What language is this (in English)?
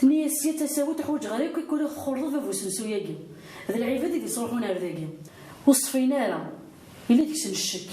Kabyle